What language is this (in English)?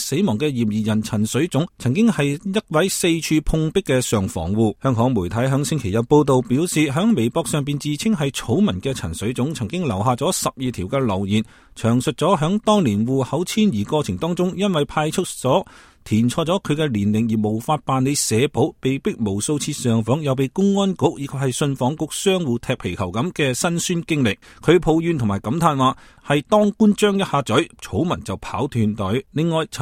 Cantonese